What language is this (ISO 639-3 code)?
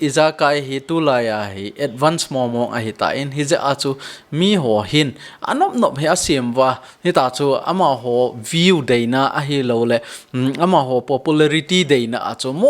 tcz